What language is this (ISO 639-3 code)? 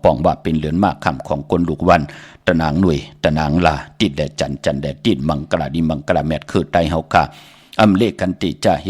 shn